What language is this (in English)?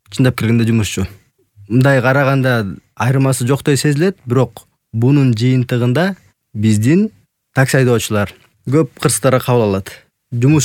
Kyrgyz